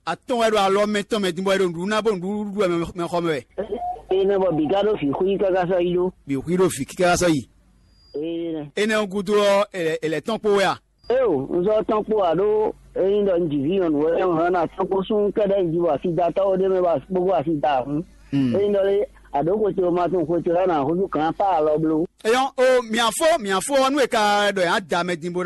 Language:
Fon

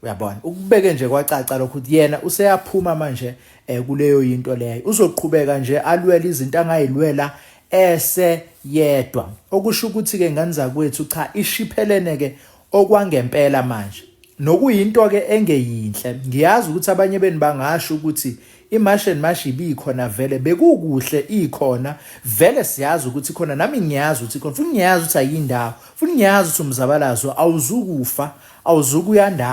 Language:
Zulu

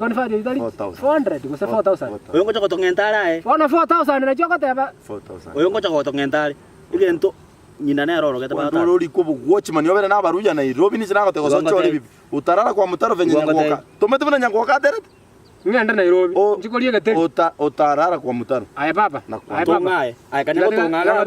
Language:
Gusii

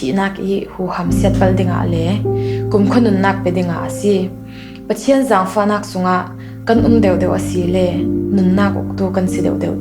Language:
Falam Chin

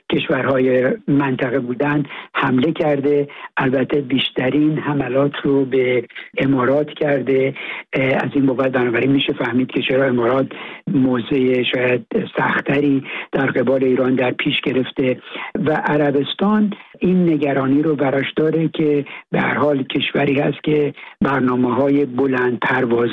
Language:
Persian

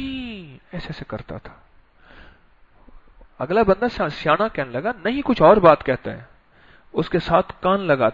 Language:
Urdu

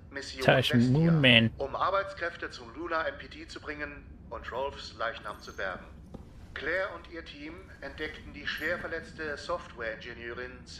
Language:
Swiss German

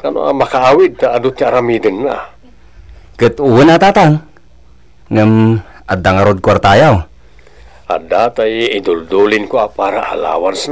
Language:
Iloko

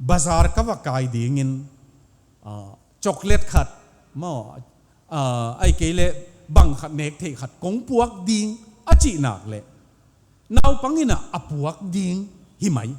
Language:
Tedim Chin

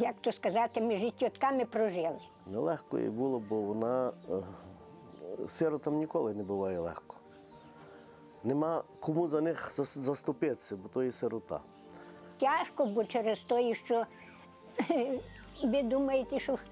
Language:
Ukrainian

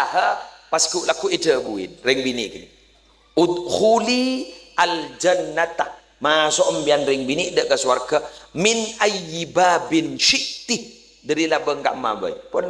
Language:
Madurese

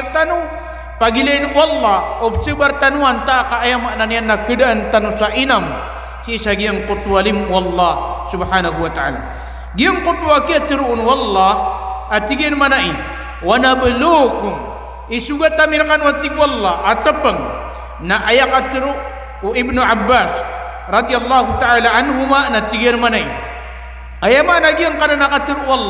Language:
Maranao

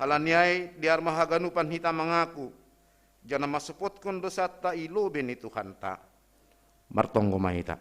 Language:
Batak Simalungun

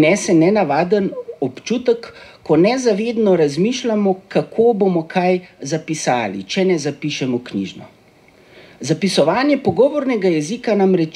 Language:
Slovenian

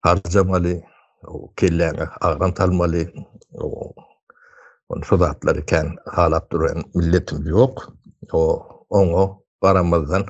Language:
Turkmen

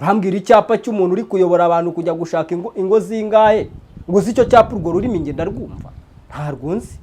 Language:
Kinyarwanda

